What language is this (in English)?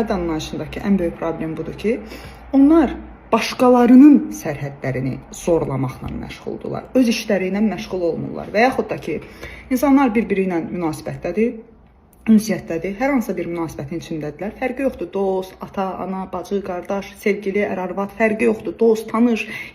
Azerbaijani